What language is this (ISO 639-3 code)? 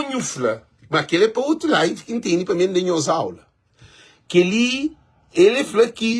kea